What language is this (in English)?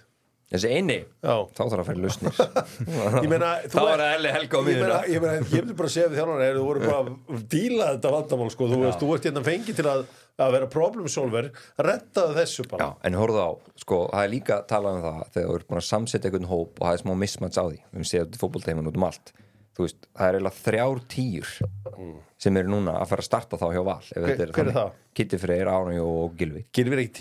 Icelandic